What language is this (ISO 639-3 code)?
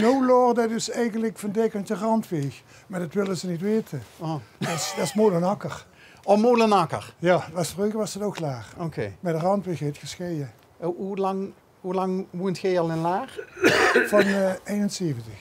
lim